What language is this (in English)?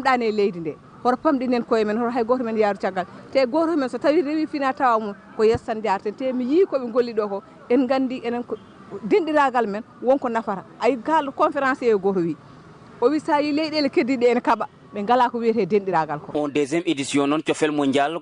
Fula